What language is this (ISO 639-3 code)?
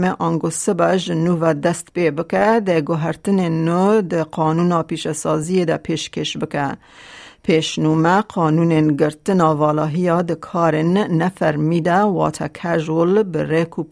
kur